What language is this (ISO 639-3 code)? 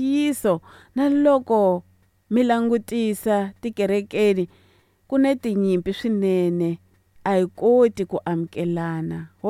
tso